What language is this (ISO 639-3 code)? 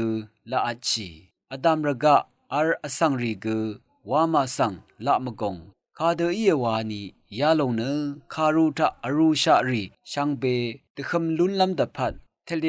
raw